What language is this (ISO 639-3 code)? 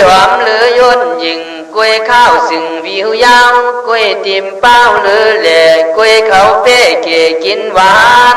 kkh